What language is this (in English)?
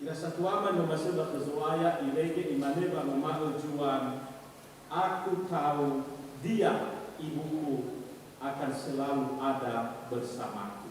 Nias